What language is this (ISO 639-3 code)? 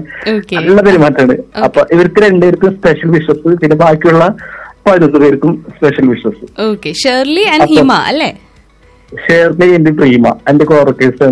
mal